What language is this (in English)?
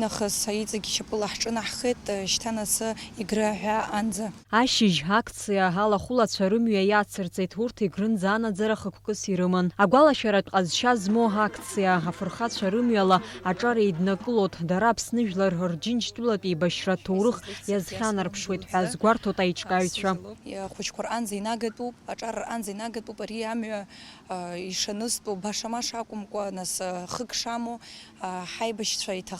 Abkhazian